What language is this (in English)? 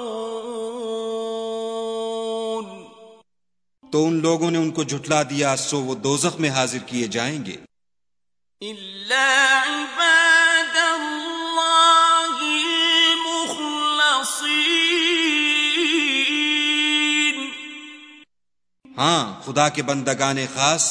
Urdu